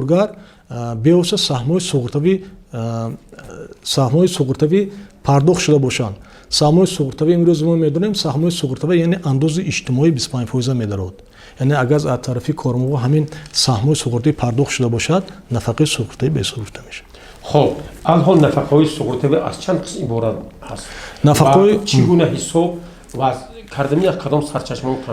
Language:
Tajik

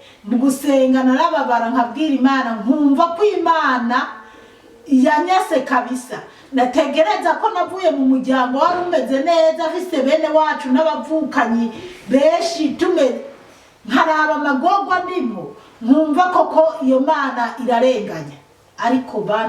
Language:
Rundi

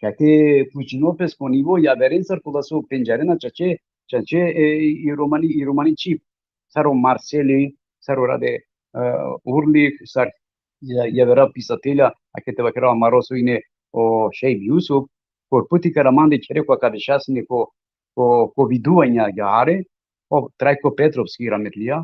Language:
Balkan Romani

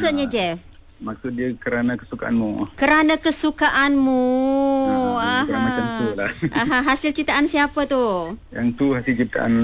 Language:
Malay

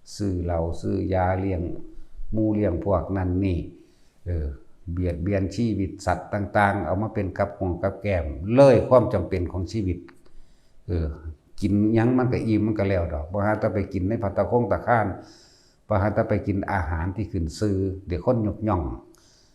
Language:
Northeastern Thai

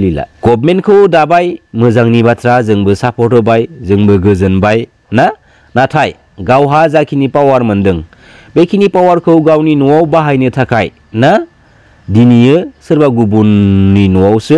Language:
Bodo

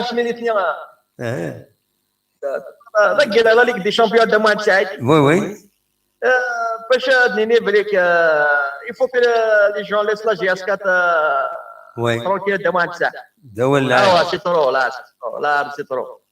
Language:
Kabyle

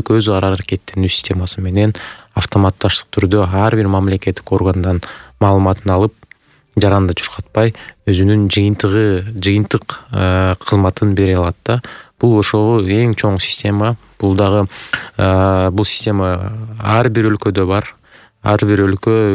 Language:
Kyrgyz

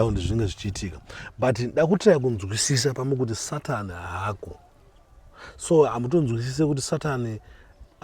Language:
Shona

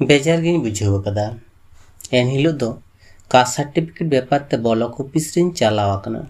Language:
Santali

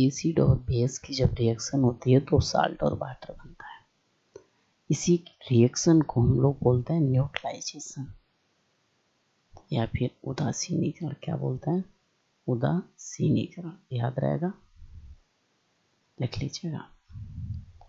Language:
Hindi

